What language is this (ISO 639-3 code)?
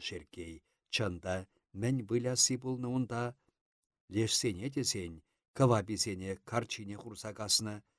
chv